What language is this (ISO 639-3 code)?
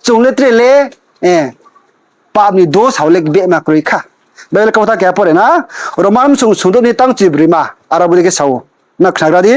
ria